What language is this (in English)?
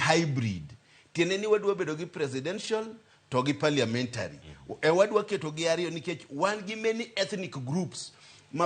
Luo (Kenya and Tanzania)